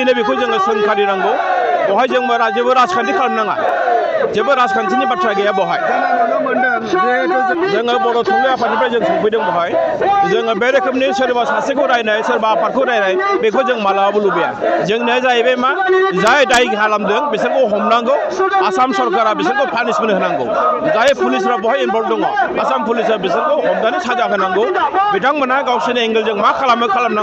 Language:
Bodo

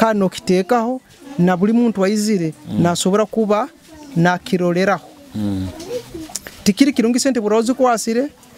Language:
Nyoro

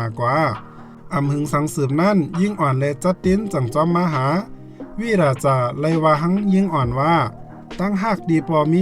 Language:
Shan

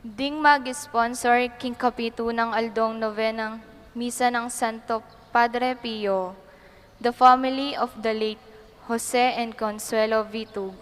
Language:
Pampanga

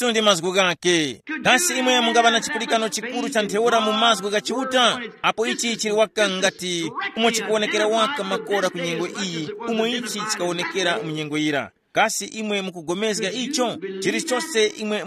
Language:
Tumbuka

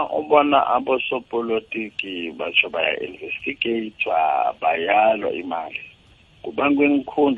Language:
South Ndebele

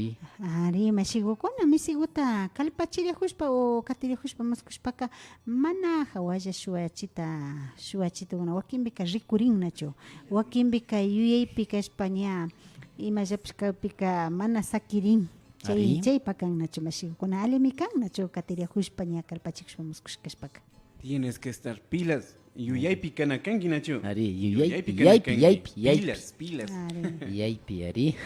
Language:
Imbabura Highland Quichua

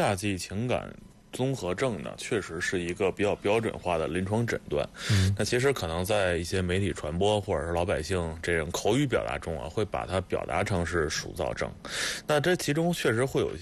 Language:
Chinese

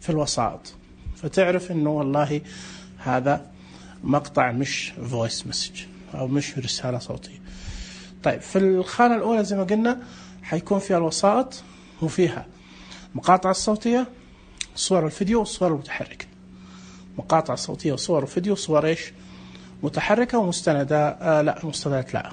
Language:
Najdi Arabic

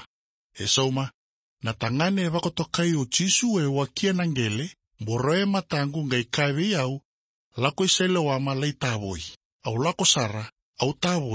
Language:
Fijian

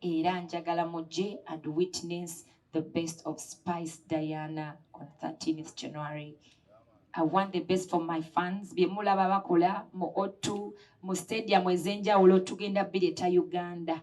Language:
Ganda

